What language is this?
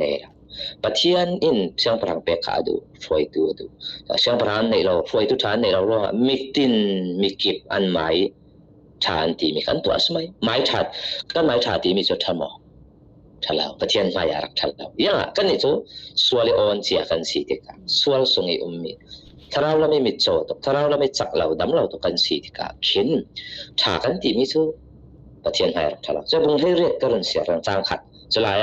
Falam Chin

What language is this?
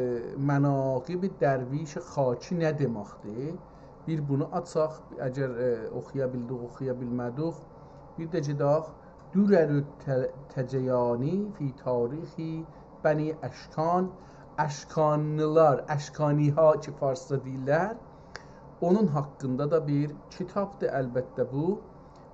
South Azerbaijani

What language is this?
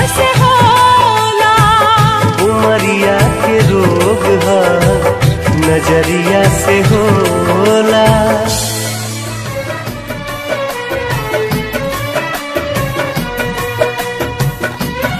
Bhojpuri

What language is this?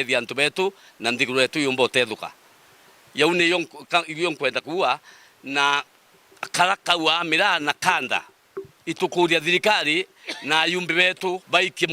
Meru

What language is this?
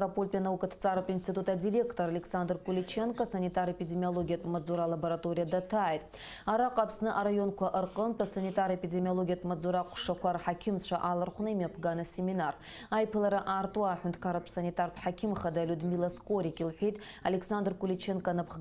Abkhazian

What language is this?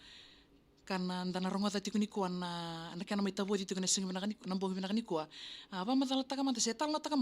Fijian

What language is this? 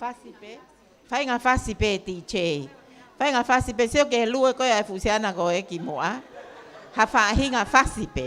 Tongan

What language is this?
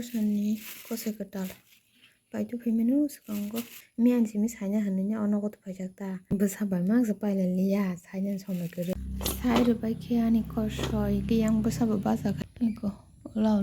Kok Borok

